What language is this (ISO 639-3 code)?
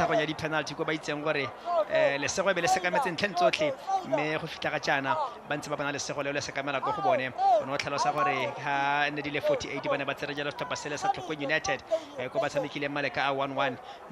tsn